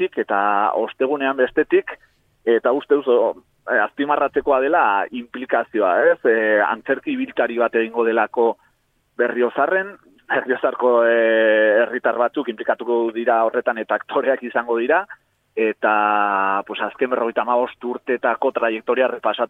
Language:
Basque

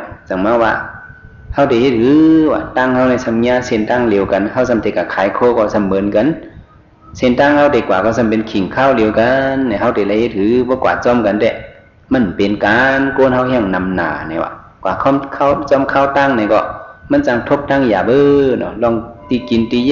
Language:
Shan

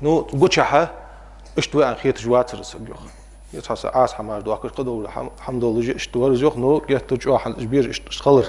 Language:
Ingush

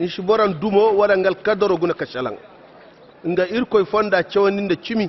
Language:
Koyraboro Senni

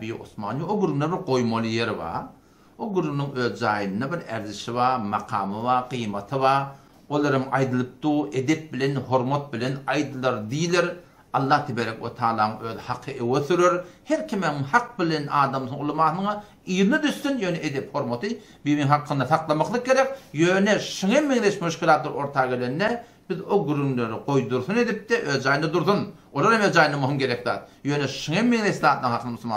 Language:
Turkmen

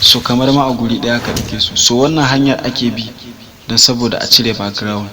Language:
Hausa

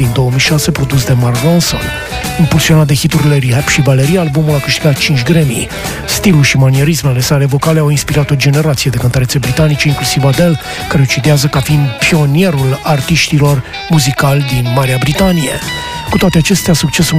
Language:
Romanian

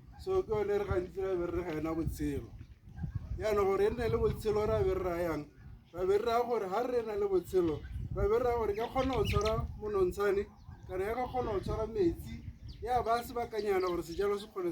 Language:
Tswana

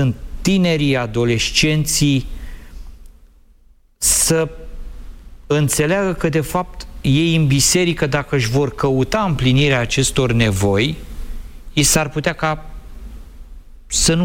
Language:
Romanian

